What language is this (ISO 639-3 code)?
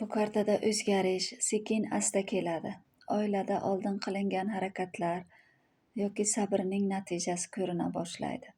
uzb